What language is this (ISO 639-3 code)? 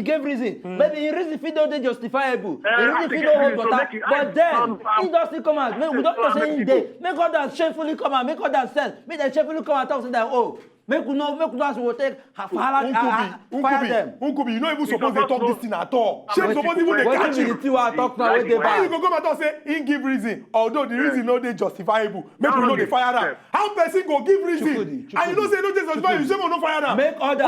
pcm